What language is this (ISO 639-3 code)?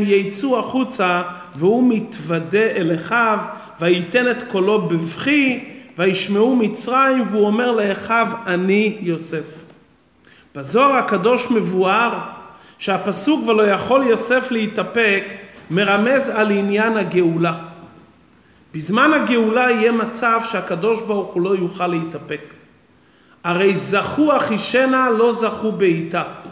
heb